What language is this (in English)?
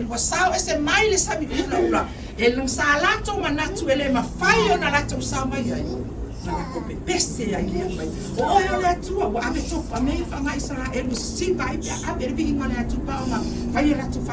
Samoan